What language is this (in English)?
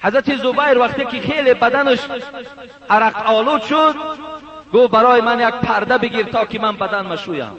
Tajik